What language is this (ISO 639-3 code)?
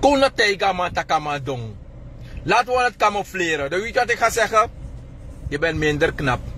srn